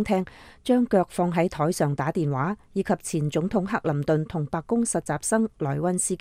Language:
Cantonese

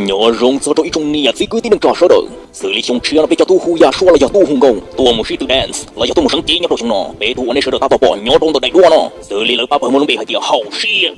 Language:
Hmong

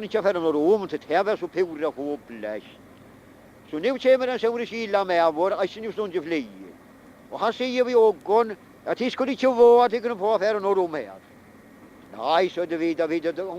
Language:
Faroese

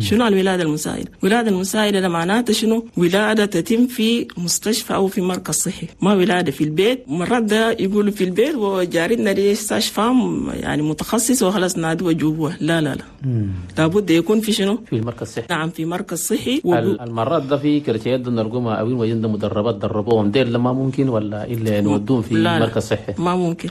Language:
Chadian Arabic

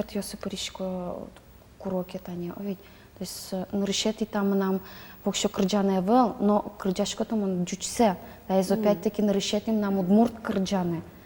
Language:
Udmurt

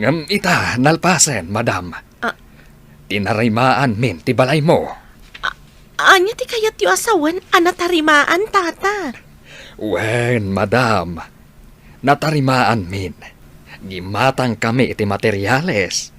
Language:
Iloko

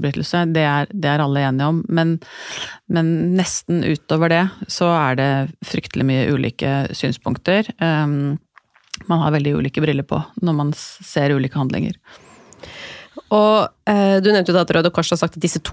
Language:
Norwegian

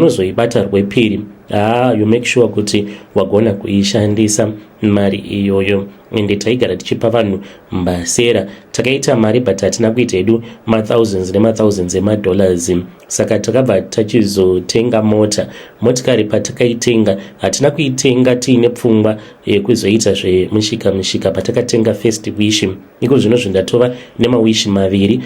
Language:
Shona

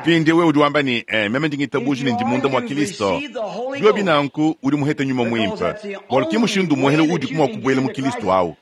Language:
Luba-Lulua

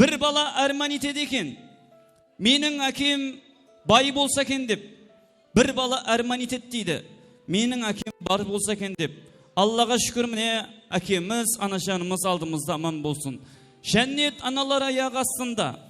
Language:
Kara-Kalpak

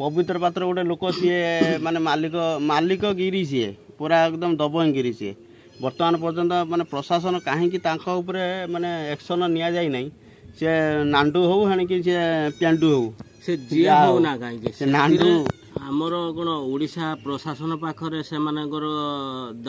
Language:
Odia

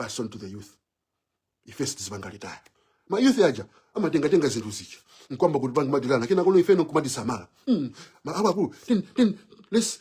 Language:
Nyanja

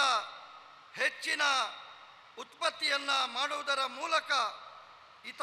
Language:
Kannada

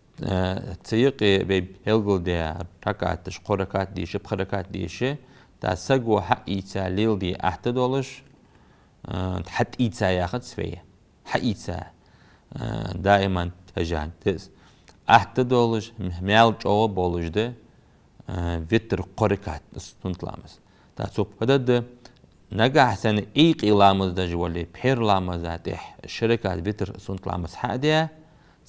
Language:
Ingush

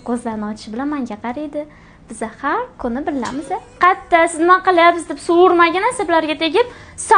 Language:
Uzbek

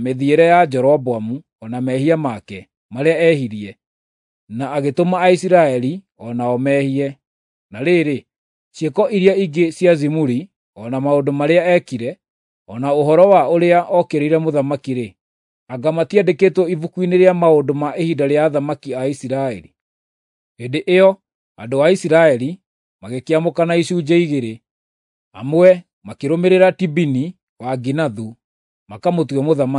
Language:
Kikuyu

